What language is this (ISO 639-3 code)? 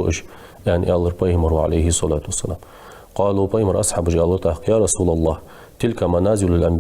inh